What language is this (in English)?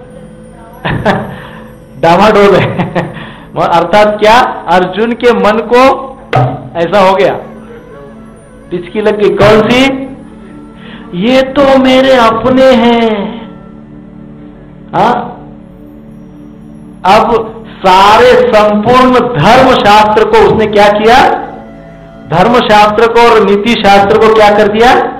Hindi